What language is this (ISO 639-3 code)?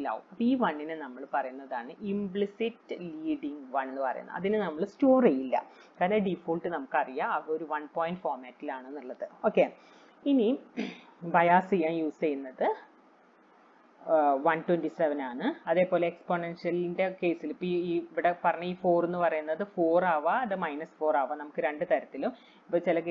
mal